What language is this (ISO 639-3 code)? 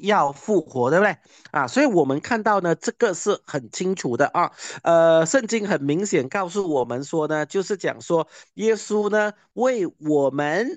zho